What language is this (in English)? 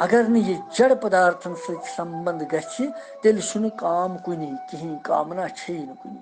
Kashmiri